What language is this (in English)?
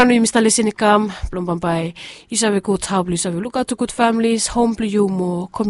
Bislama